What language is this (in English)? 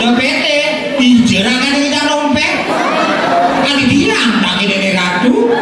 Balinese